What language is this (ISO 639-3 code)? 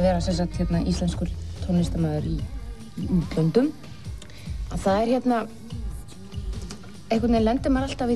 isl